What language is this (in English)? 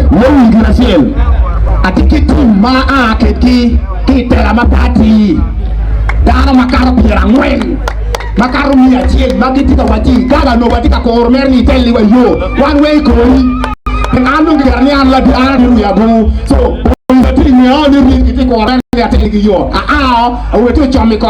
Acoli